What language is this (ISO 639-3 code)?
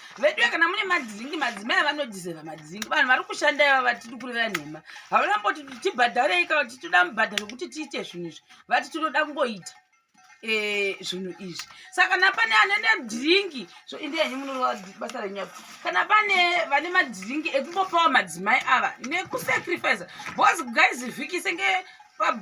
sna